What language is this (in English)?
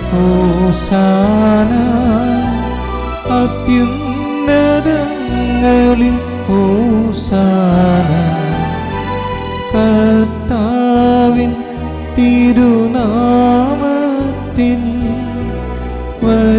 Malayalam